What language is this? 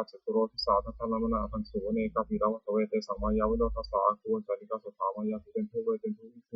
Pali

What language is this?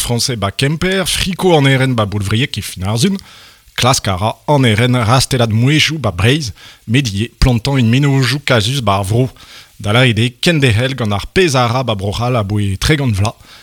Breton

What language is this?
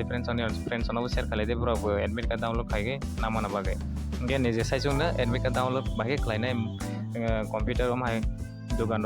Kok Borok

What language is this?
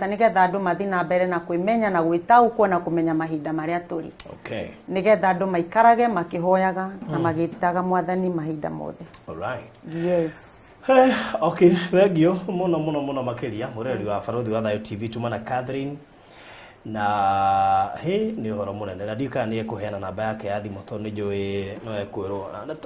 Kikuyu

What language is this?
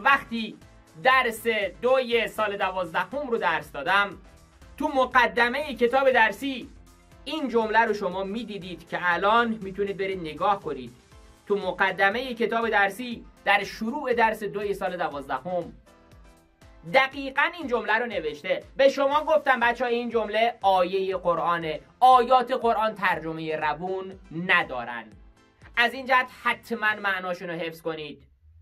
Persian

